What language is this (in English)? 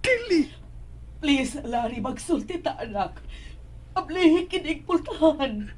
Cebuano